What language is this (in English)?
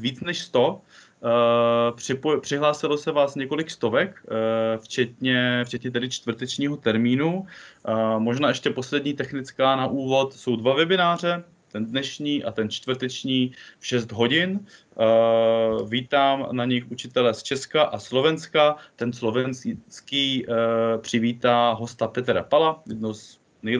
Czech